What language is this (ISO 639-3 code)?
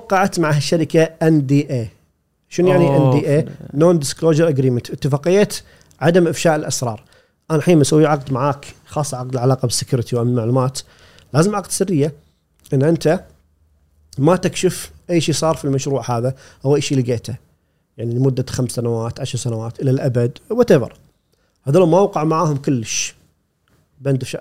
afb